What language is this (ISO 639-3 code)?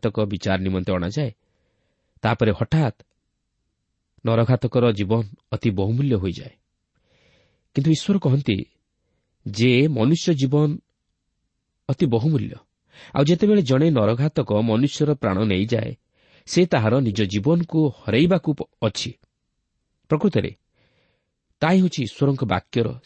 ori